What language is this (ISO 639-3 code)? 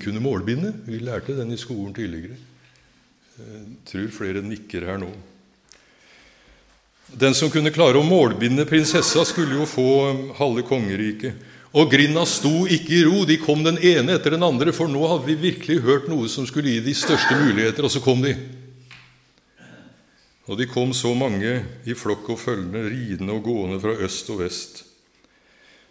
nor